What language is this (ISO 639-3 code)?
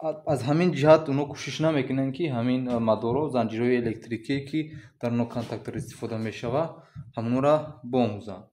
tgk